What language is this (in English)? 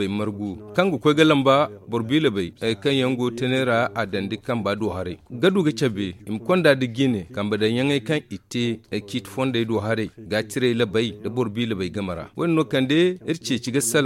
Zarma